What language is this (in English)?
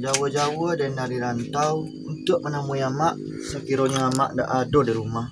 Minangkabau